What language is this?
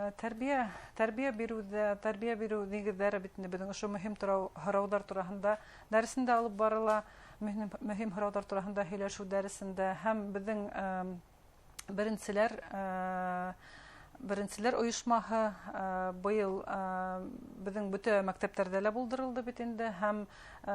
Bashkir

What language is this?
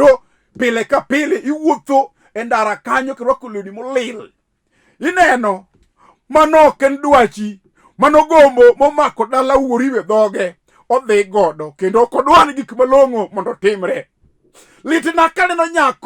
Luo (Kenya and Tanzania)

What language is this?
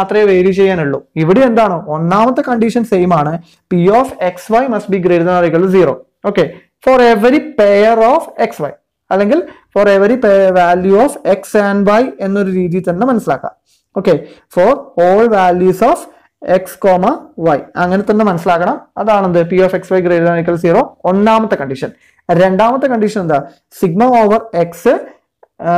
Malayalam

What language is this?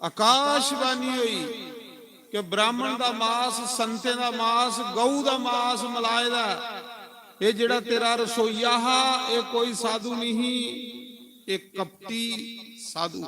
Dogri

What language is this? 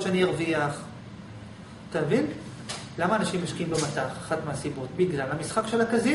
Hebrew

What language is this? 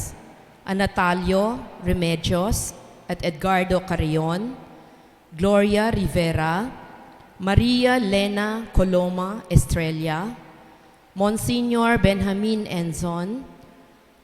Pampanga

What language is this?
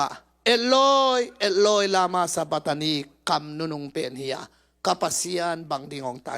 Tedim Chin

